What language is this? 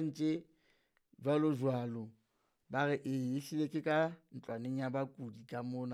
Southern Sotho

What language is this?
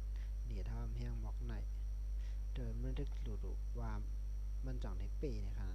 Shan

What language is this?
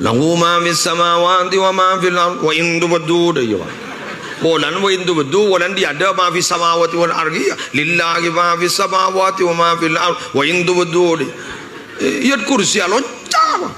Madurese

